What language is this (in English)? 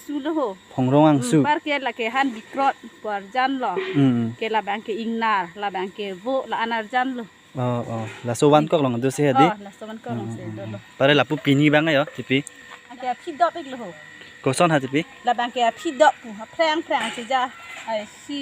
Karbi